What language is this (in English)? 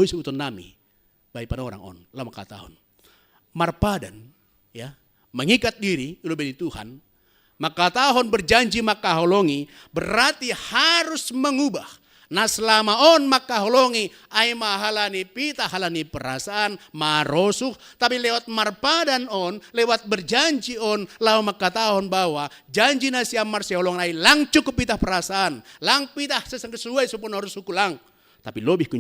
Batak Simalungun